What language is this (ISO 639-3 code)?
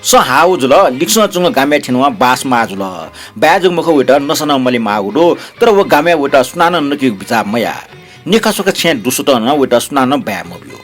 new